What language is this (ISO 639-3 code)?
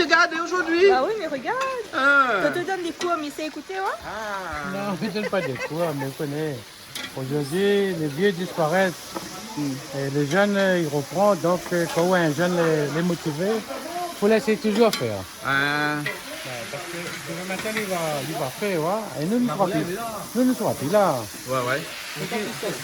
rcf